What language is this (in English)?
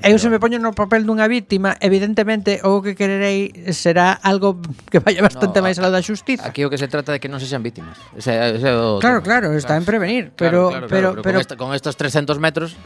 Galician